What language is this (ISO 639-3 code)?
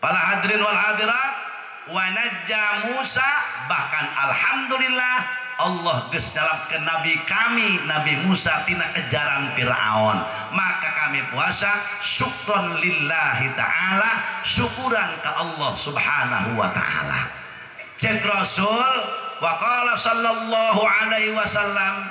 sun